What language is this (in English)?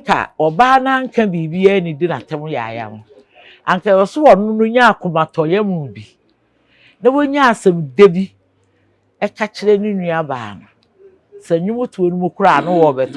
Akan